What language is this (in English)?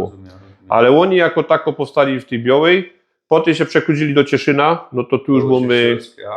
Silesian